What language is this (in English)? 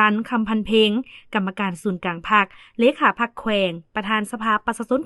Lao